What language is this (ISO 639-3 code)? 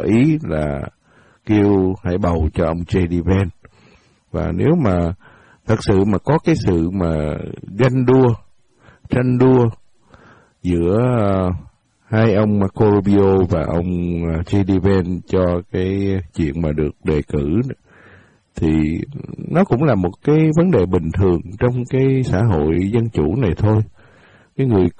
vie